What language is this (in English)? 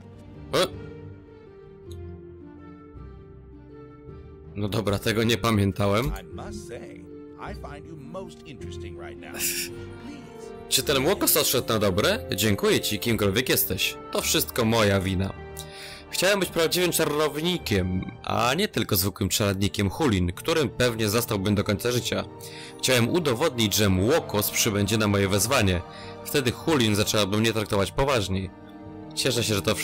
Polish